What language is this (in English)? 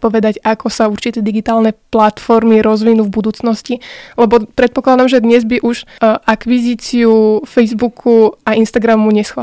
Slovak